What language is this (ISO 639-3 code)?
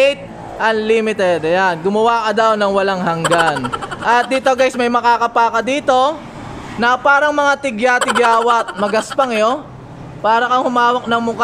fil